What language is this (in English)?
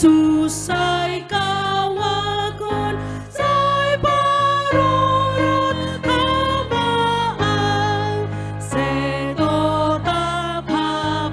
Batak Simalungun